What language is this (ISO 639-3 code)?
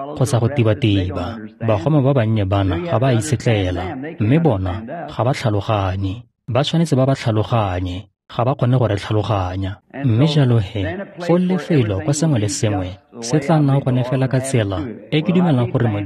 tsn